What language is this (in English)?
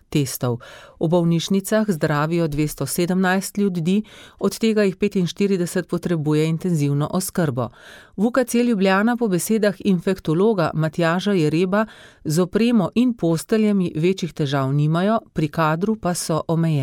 Slovenian